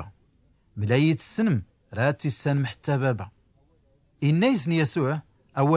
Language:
Tachelhit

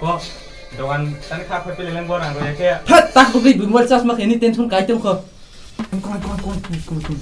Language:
Kok Borok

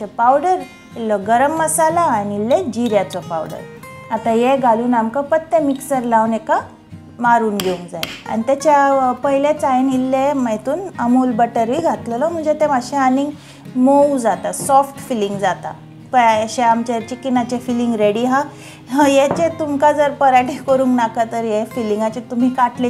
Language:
Konkani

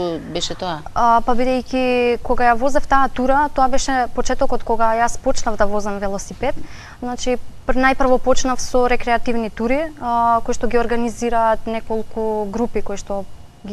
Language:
Macedonian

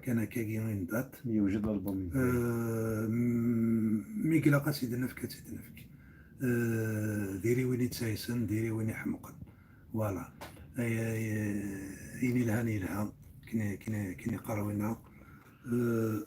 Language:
Kabyle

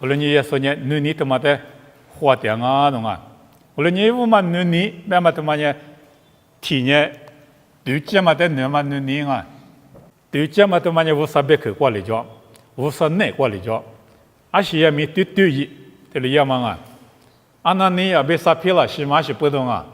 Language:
Lisu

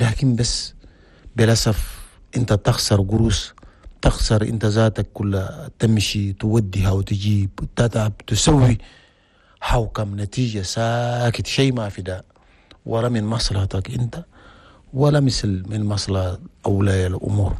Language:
Chadian Arabic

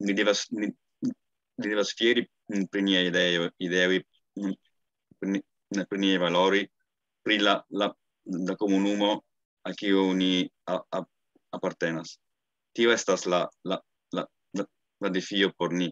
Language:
Esperanto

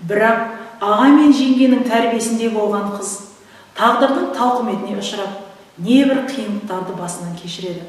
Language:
Kazakh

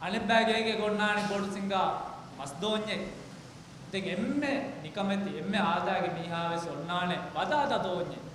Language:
Divehi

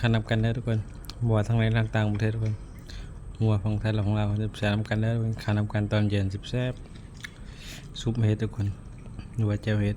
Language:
Northeastern Thai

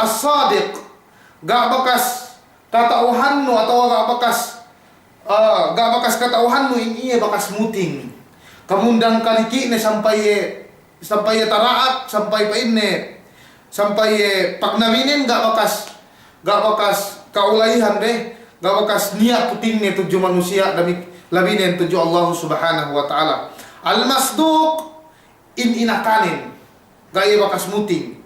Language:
Yakan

